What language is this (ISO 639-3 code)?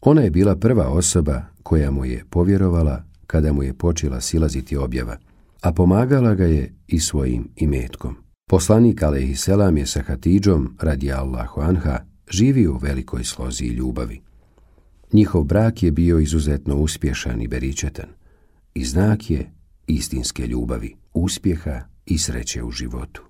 bos